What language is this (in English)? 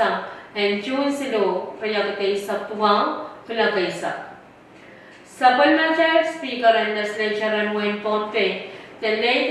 Pohnpeian